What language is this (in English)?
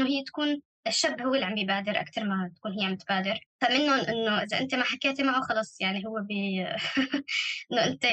North Levantine Arabic